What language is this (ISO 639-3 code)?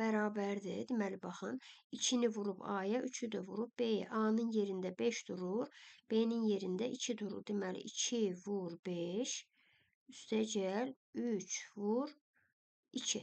aze